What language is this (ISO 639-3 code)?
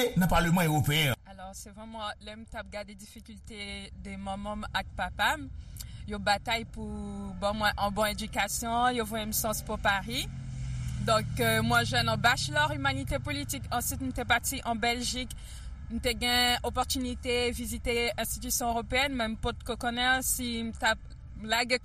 hat